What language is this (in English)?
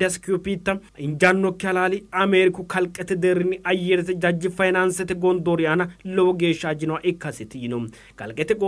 Sidamo